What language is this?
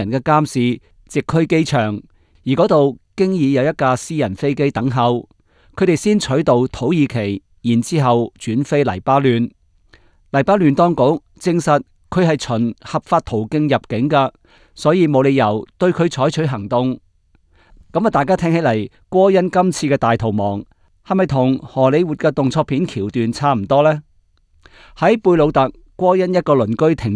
Cantonese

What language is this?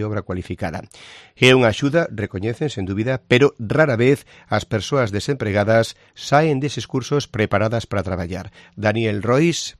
Galician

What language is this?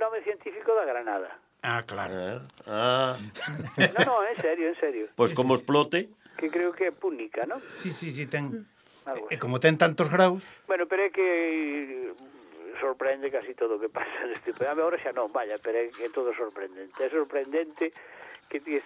Galician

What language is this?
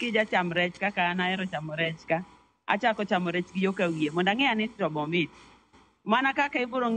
Luo (Kenya and Tanzania)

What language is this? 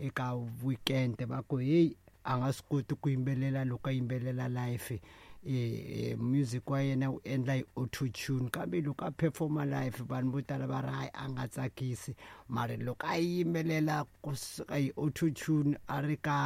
Tsonga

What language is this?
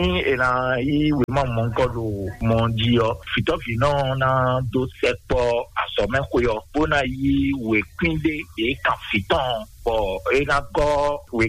Fon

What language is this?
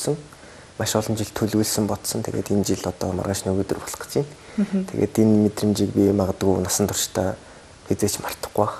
Mongolian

